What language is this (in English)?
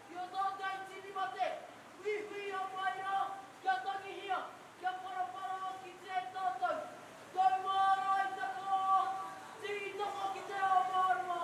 Māori